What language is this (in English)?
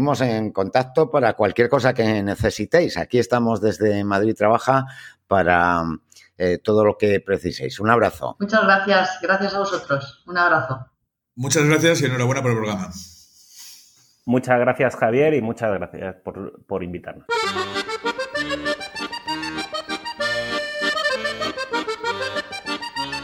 Spanish